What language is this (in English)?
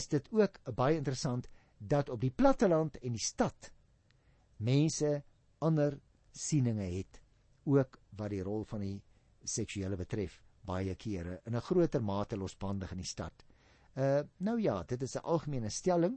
Afrikaans